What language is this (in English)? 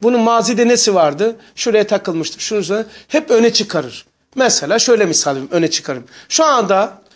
Turkish